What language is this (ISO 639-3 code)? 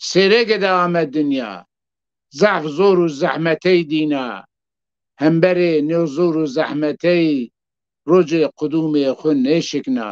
zza